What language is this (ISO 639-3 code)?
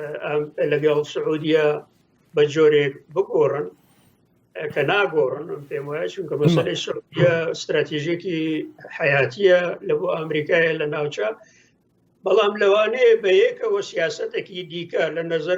ckb